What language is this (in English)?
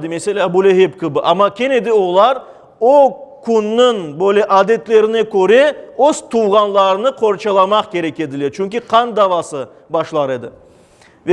Crimean Tatar